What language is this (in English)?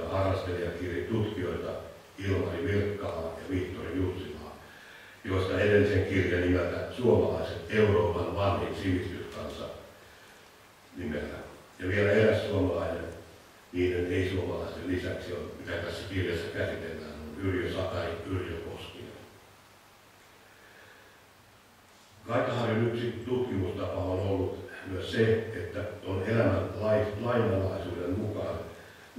Finnish